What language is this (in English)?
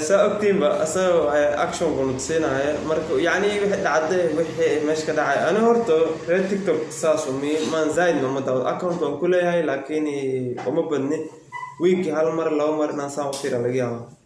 Somali